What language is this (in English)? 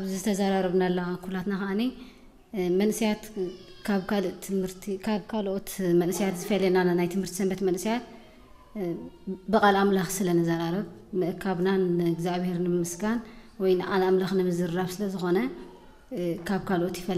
Tigrinya